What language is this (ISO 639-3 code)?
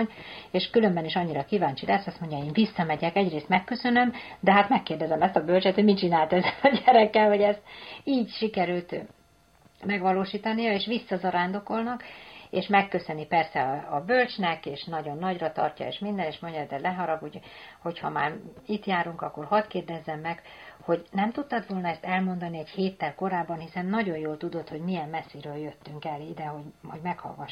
hun